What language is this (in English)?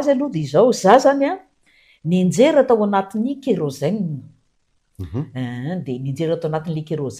Malagasy